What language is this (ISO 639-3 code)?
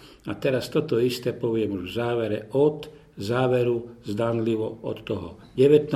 slk